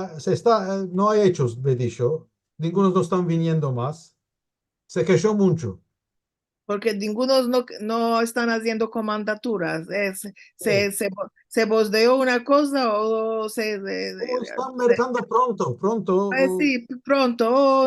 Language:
Ladino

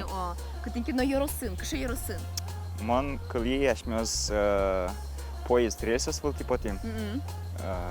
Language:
Udmurt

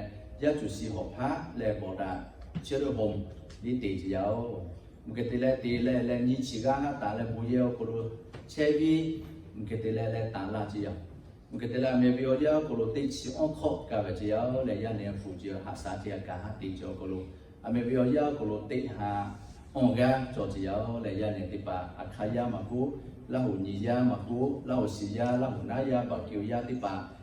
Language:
Lahu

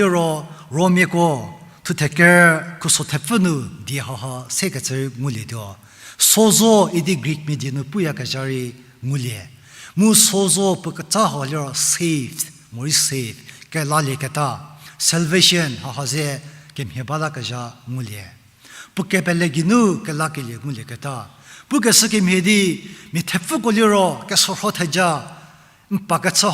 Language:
Angami Naga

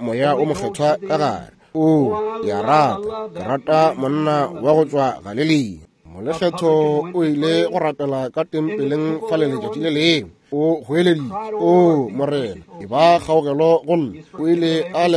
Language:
Northern Sotho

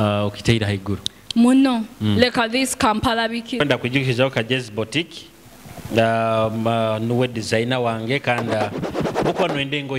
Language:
Nyoro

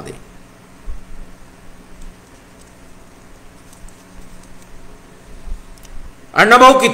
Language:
Marathi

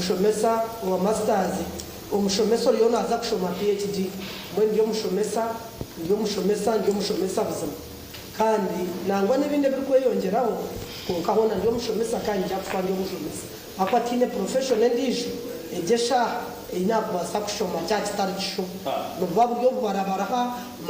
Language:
Nyankole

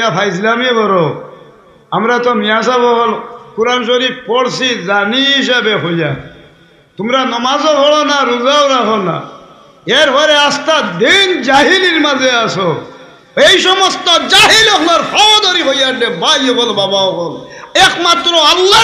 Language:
Sylheti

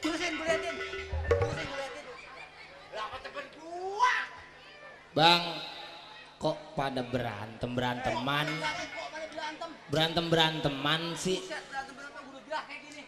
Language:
Betawi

